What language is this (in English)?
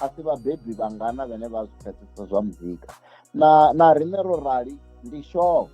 Venda